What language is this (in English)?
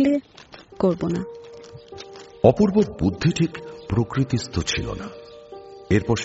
Bangla